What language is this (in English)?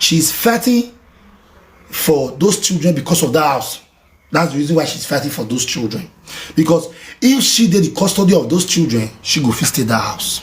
Nigerian Pidgin